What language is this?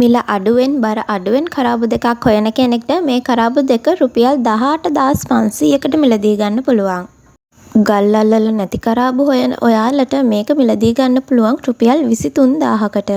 Sinhala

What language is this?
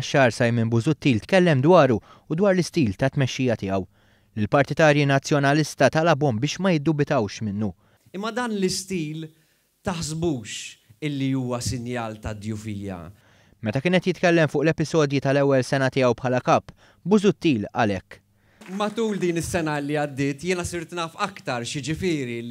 Maltese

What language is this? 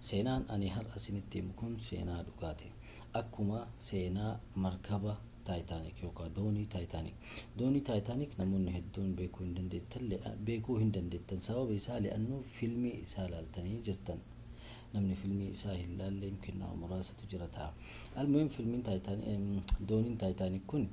Oromo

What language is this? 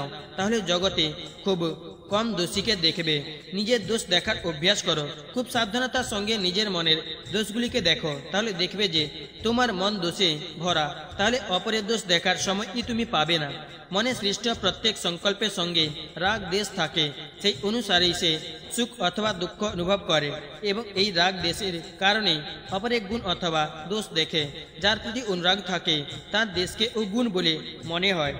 Bangla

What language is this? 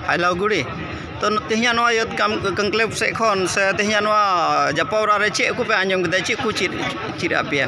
Santali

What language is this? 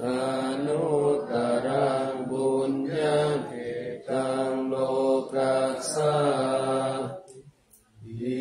Pali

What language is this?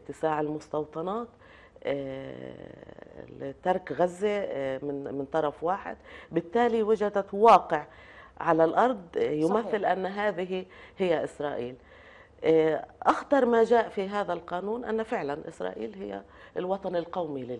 Arabic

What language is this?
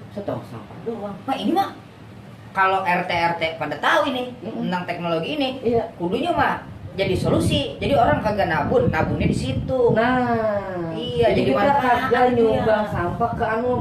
Betawi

